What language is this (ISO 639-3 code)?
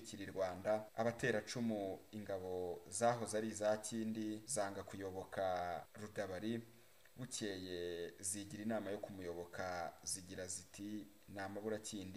kin